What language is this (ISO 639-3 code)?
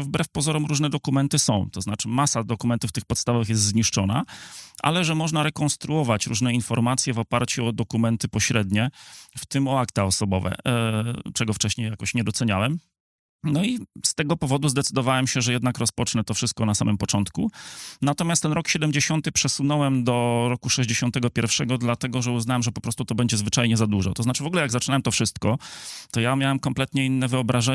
pol